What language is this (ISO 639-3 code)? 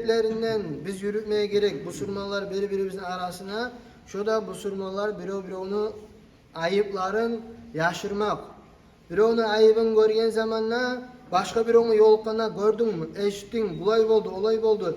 kum